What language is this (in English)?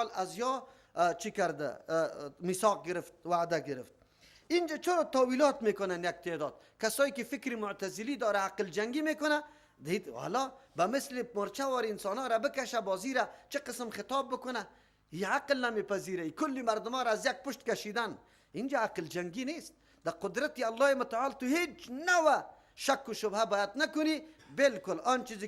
Persian